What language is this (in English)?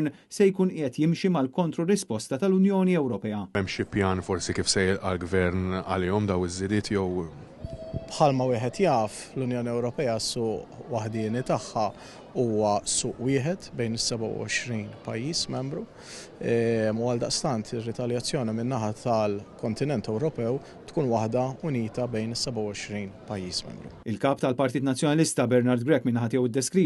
Maltese